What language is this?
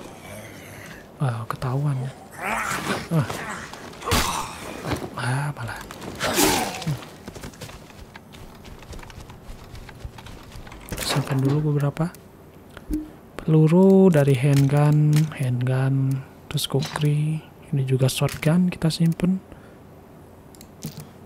Indonesian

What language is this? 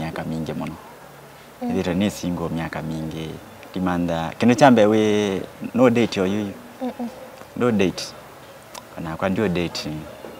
Kamba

